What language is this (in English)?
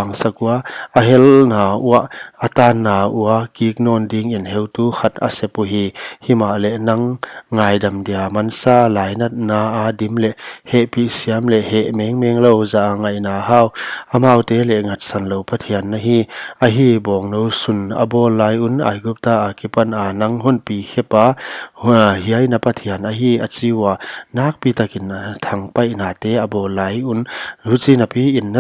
Paite Chin